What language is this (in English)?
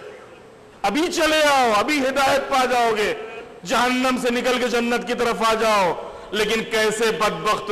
Urdu